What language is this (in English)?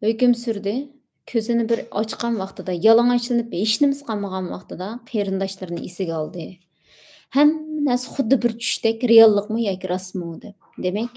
Uyghur